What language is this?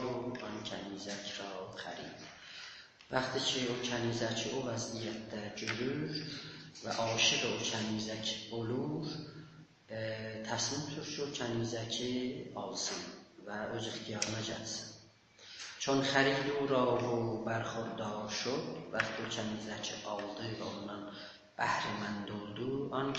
South Azerbaijani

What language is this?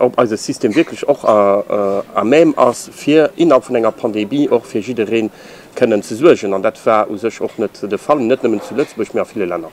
Luxembourgish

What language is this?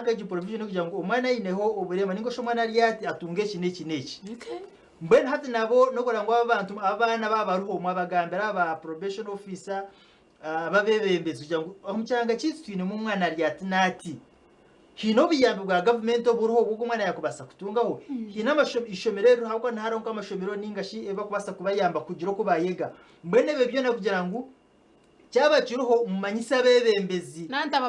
Nyankole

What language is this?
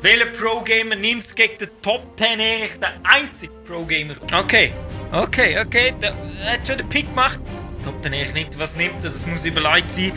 Swiss German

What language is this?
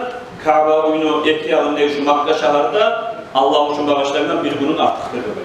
Kumyk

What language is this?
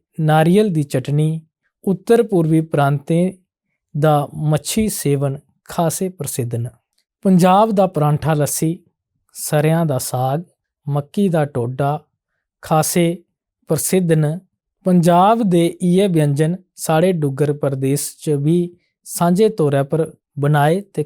Dogri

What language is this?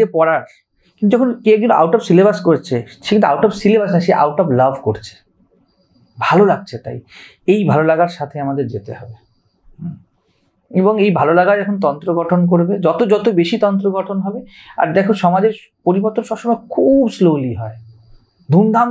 Bangla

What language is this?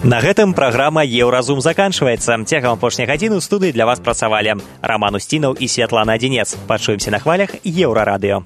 Belarusian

